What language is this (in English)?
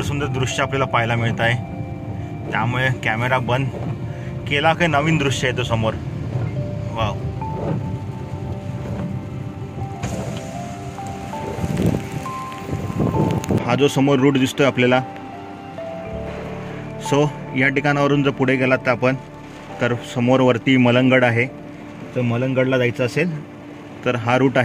Marathi